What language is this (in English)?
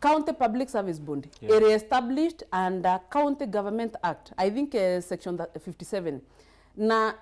Meru